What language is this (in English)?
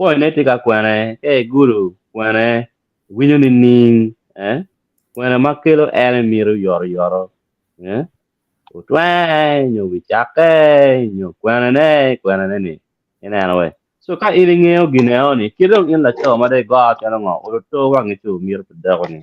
Acoli